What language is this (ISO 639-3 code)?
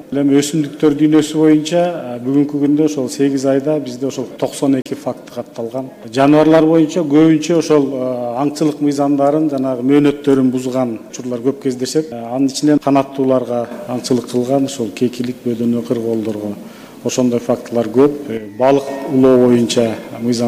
kir